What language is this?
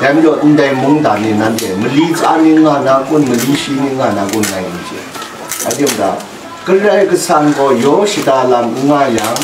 Kachin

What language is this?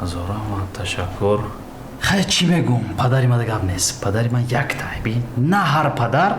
Tajik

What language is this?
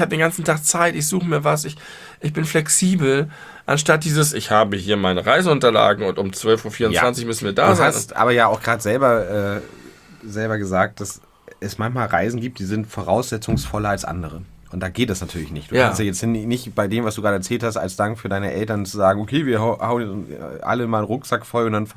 German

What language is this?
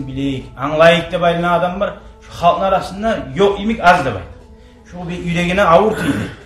Kumyk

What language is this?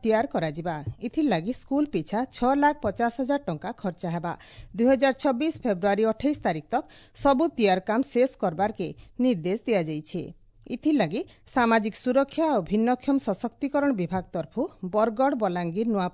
Odia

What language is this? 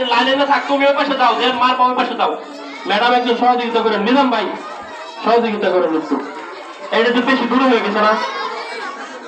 Bangla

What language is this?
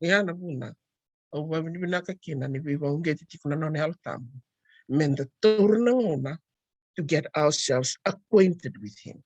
Fijian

